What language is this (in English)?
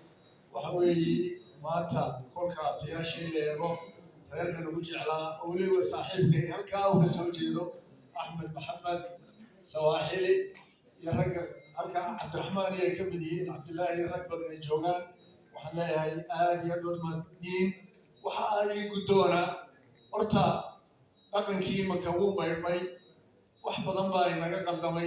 Somali